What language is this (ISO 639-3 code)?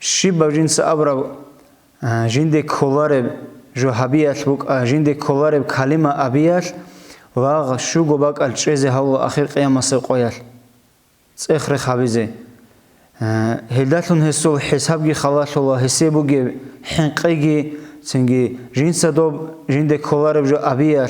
ava